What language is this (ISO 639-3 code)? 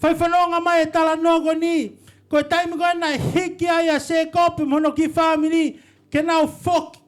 ton